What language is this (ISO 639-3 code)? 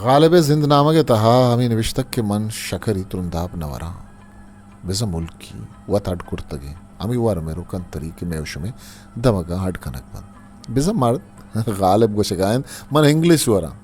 bgp